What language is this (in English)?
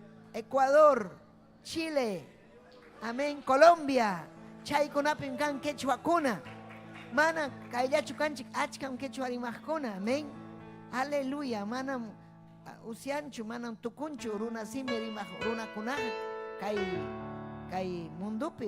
Ayacucho Quechua